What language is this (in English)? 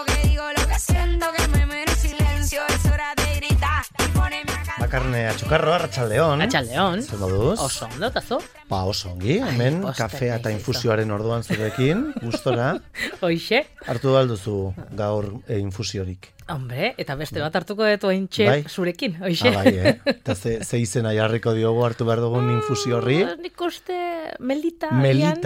Basque